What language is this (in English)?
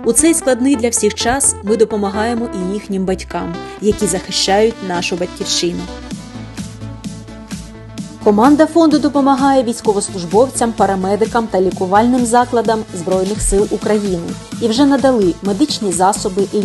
Ukrainian